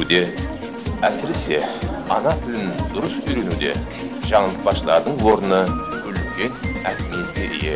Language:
Kara-Kalpak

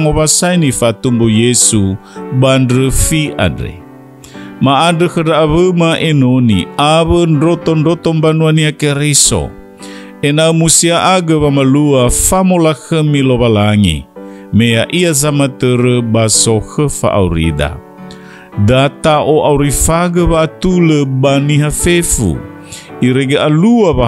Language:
Nias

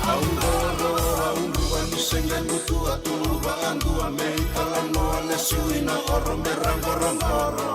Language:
Fijian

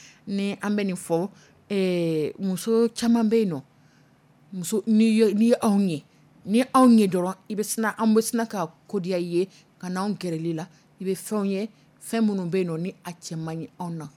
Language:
Dyula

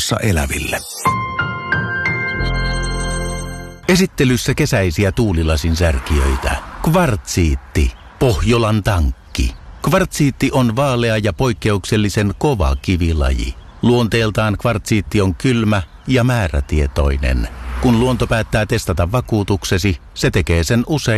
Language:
Finnish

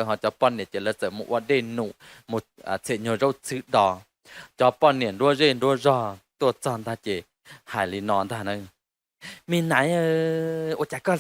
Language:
Hmong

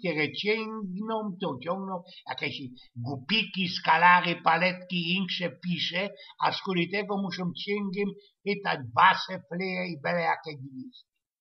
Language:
Silesian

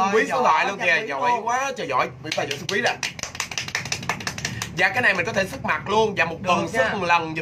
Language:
Vietnamese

